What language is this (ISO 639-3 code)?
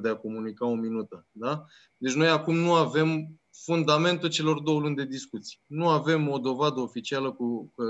ron